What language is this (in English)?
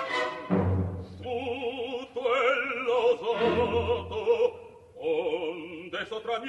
Italian